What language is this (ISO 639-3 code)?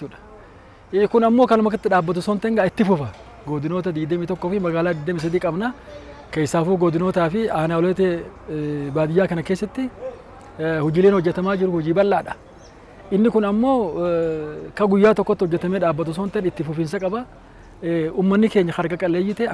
orm